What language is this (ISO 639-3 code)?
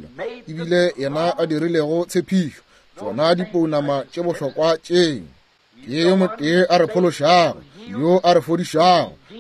nso